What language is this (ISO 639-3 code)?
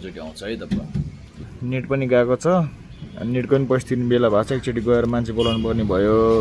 nep